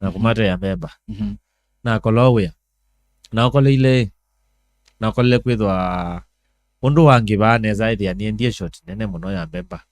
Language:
Kamba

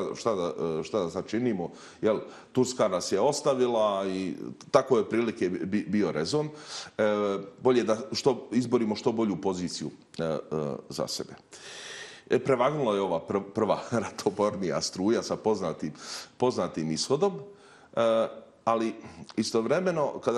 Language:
Bosnian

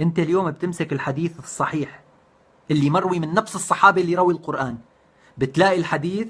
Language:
North Levantine Arabic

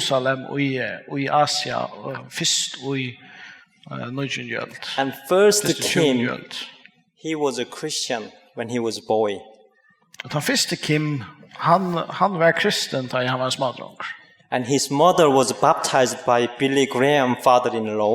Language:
Faroese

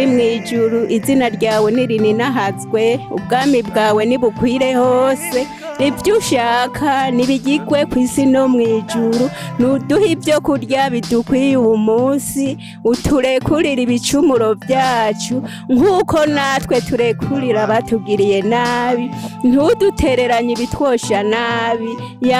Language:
Rundi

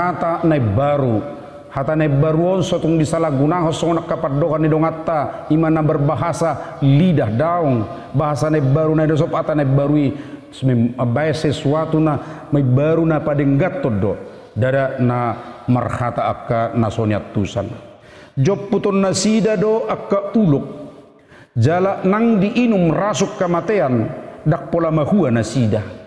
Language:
Batak Toba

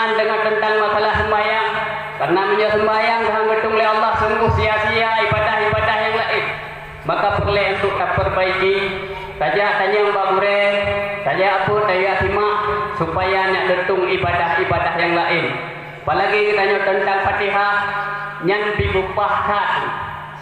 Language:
Achinese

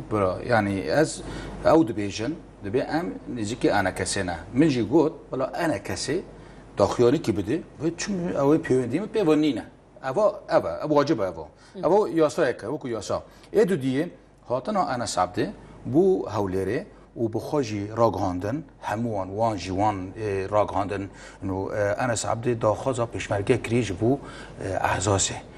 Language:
Kurdish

